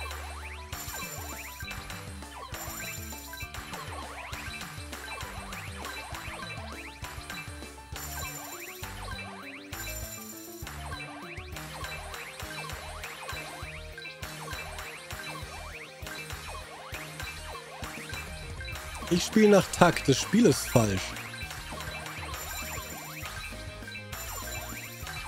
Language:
German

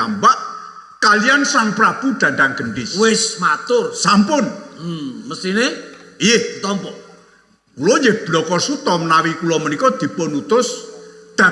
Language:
Javanese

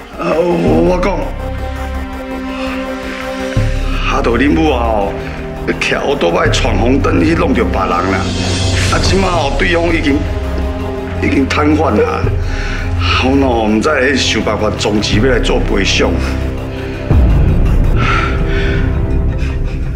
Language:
Min Nan Chinese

